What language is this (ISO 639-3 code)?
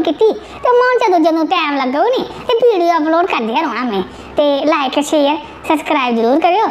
doi